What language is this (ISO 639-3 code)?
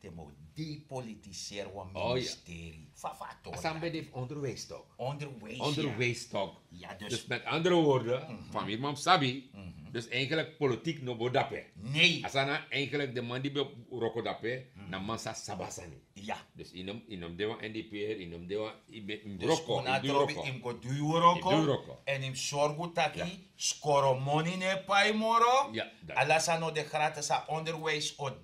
srn